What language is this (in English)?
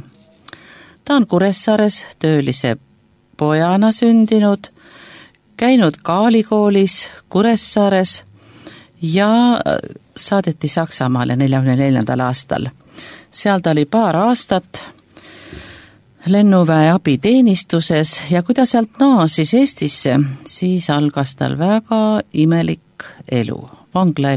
Estonian